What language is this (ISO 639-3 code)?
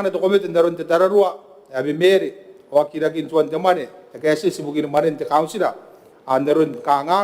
gil